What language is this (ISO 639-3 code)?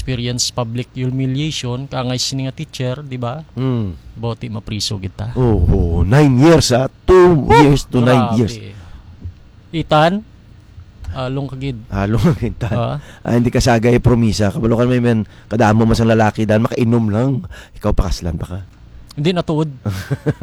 hil